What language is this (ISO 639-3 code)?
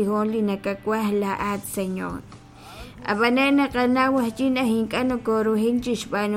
kek